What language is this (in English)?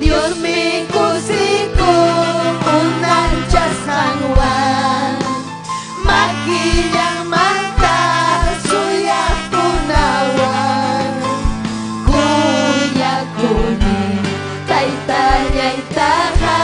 Ayacucho Quechua